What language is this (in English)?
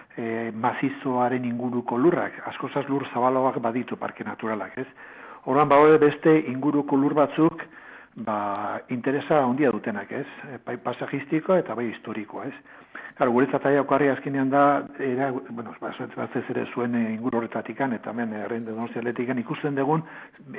Basque